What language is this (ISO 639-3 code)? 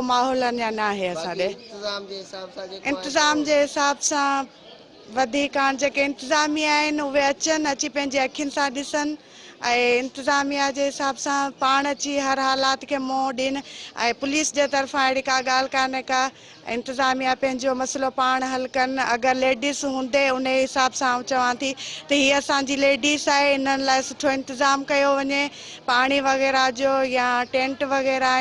snd